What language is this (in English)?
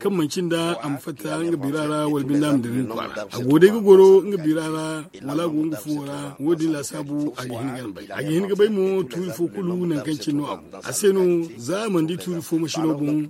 Zarma